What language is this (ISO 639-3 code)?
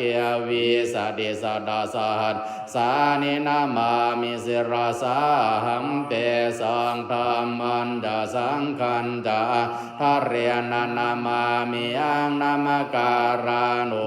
pli